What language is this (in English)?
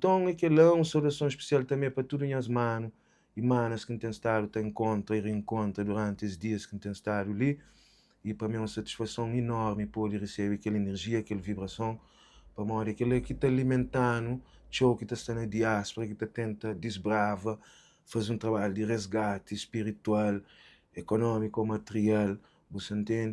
Kabuverdianu